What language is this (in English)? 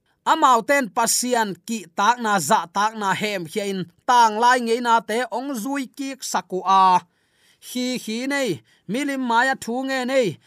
Tedim Chin